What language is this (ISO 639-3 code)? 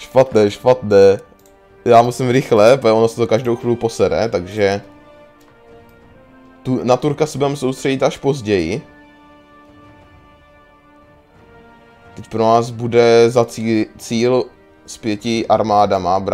ces